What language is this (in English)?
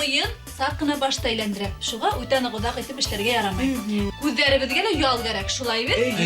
Bashkir